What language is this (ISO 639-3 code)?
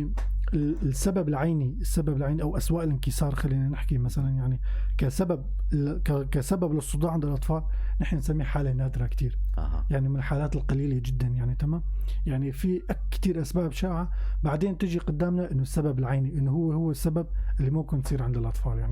apc